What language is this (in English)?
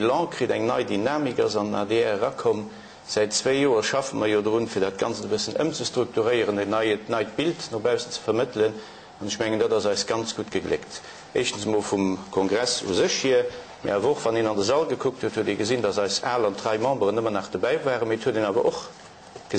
Luxembourgish